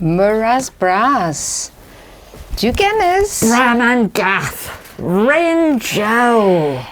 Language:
Cornish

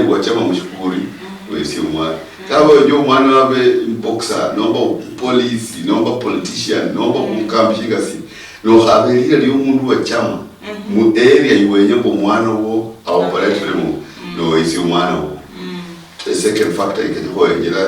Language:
Luyia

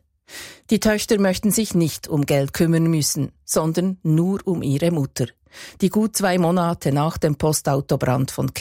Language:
German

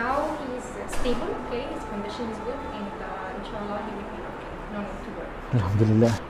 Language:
Divehi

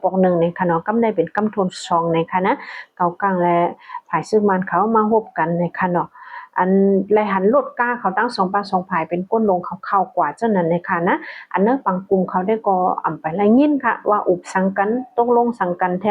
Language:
Shan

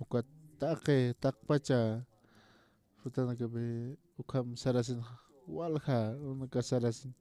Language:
Aymara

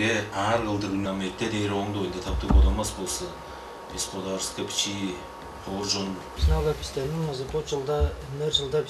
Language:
Tuvinian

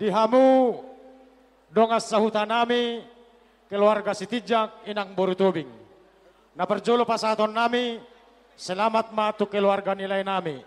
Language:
Batak Toba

